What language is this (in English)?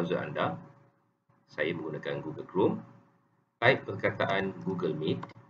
Malay